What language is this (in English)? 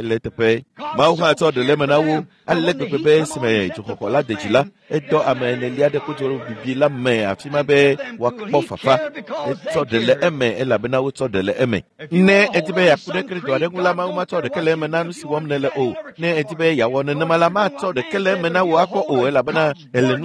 Ewe